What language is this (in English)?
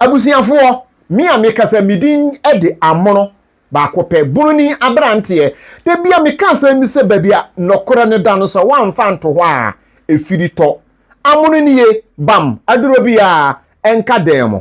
Akan